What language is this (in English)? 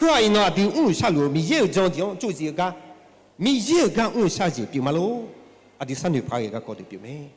Akha